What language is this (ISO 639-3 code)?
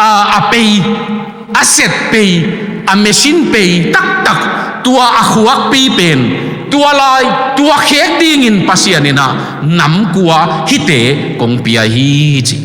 ctd